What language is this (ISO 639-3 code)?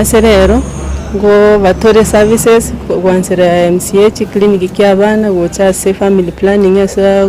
guz